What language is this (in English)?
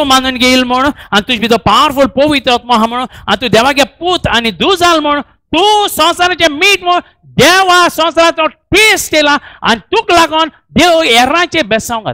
Konkani